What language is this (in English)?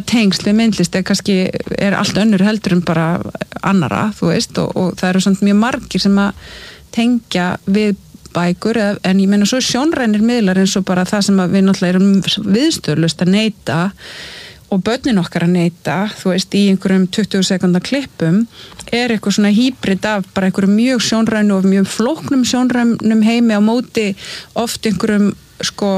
Icelandic